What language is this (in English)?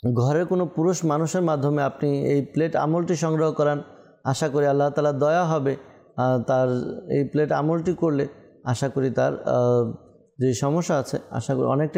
Bangla